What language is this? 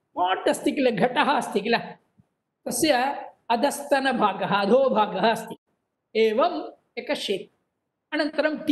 Sanskrit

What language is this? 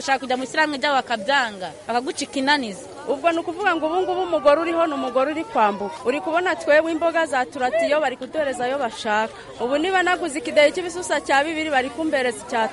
Kinyarwanda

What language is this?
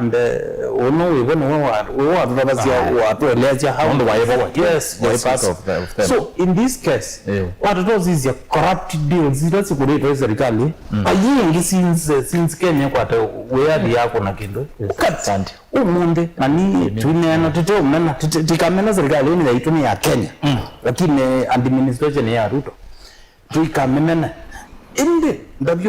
Kamba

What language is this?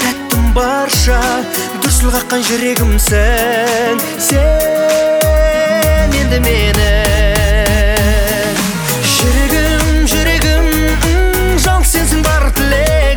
Kazakh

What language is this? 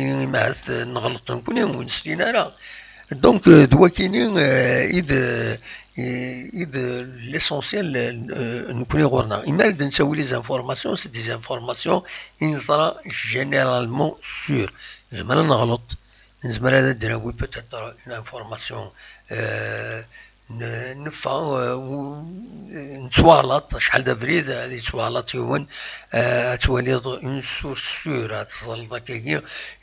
Kabyle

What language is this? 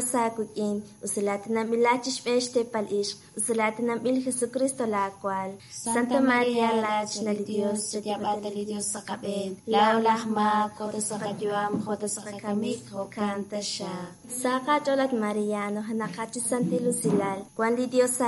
Kekchí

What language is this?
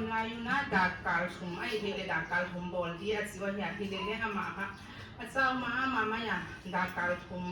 Paite Chin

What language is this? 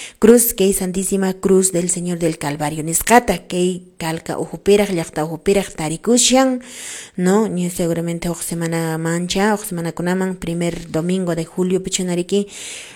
Quechua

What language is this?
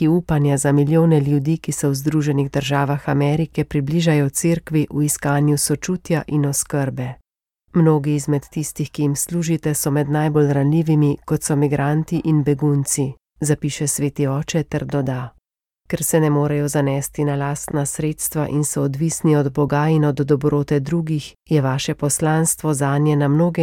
Slovenian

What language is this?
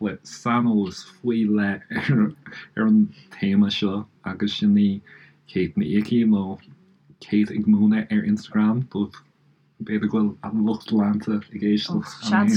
Irish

